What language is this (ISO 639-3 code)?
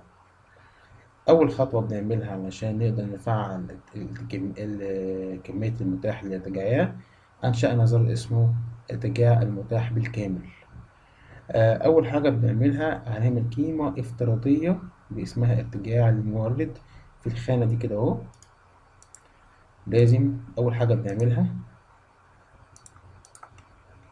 arz